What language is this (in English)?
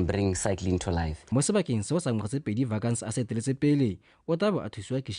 Tswana